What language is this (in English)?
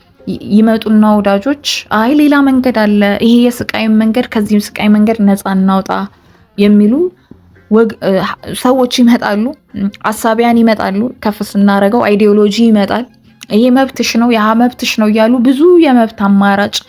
Amharic